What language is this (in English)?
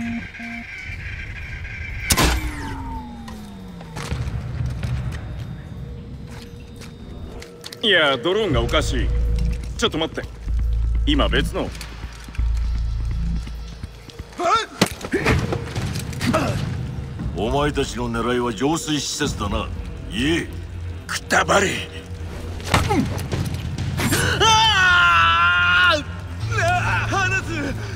Japanese